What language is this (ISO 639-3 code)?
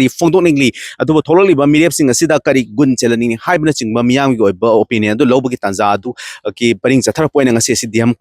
mni